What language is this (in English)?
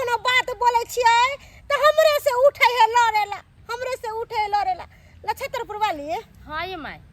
Maithili